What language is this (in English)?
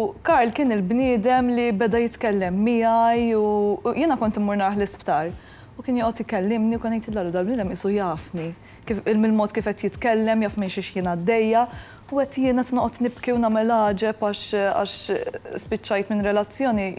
Maltese